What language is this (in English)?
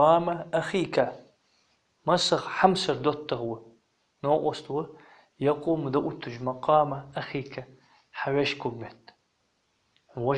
Ingush